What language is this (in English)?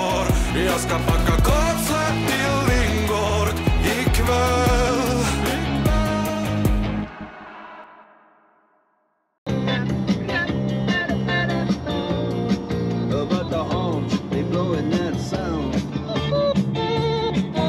Swedish